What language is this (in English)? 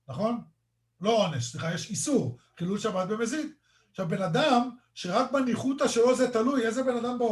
Hebrew